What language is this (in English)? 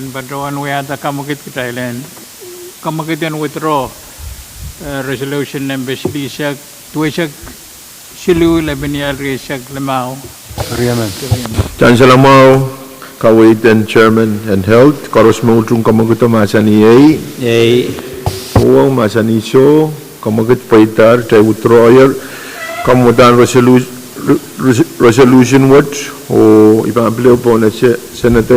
Pohnpeian